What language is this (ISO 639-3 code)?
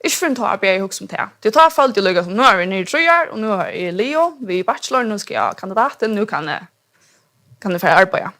fao